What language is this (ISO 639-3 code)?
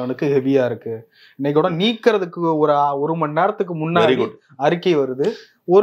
tam